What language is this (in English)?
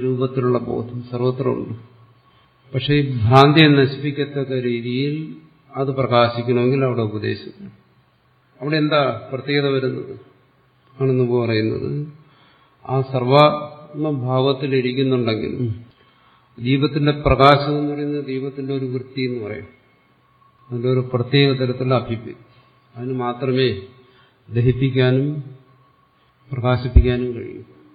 Malayalam